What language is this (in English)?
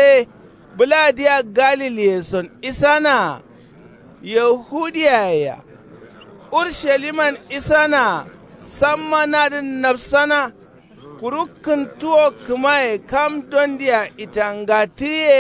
Kanuri